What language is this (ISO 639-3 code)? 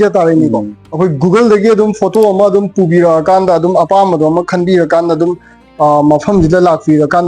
mni